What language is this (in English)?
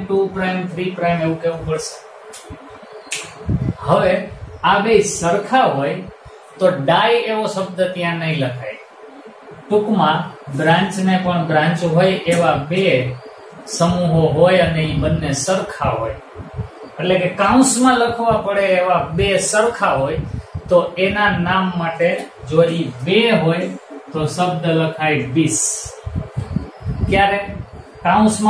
Gujarati